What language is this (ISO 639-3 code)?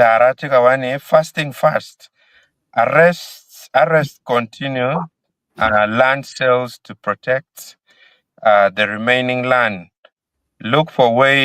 ach